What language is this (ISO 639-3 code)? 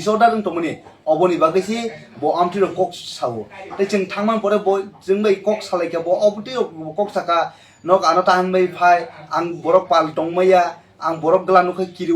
trp